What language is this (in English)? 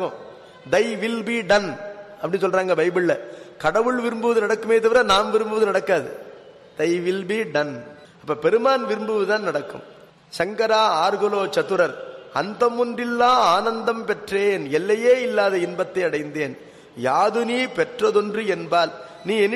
Tamil